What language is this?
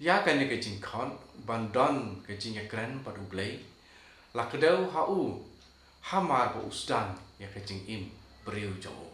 Khasi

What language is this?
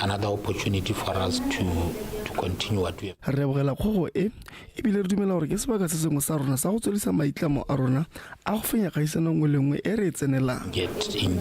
Tswana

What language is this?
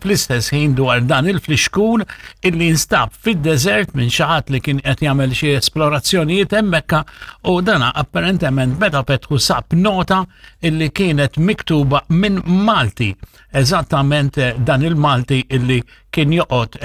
Maltese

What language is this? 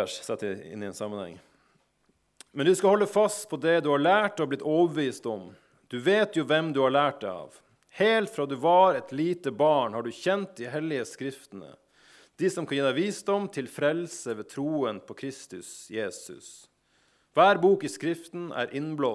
Norwegian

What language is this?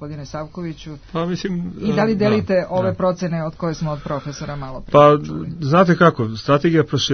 Serbian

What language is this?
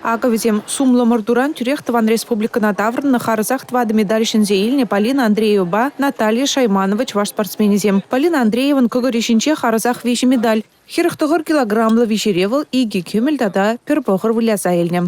Chuvash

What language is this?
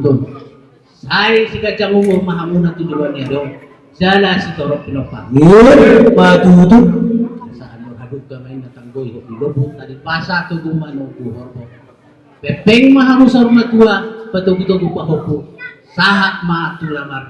Batak Toba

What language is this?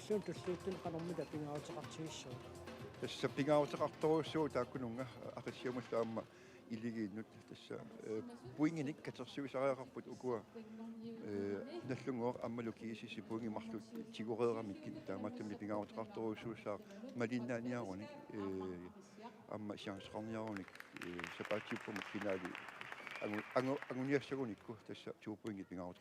Kalaallisut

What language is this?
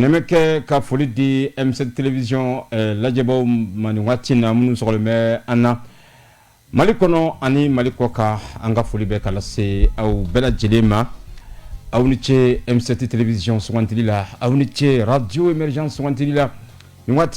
Bambara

